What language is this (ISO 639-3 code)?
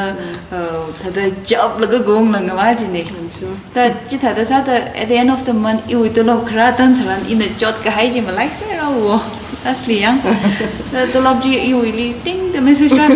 nmf